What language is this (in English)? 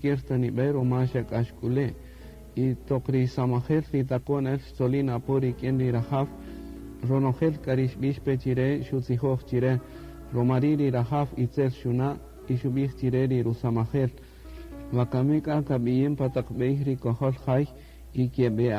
Kaqchikel